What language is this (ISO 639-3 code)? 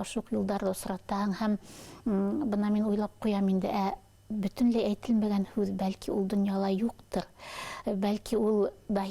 bak